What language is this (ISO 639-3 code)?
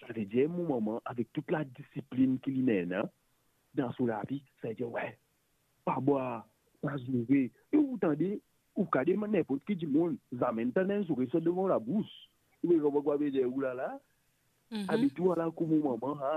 mfe